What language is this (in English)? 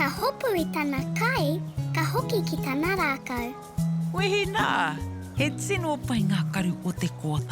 Māori